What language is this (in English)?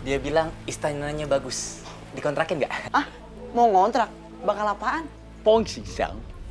Betawi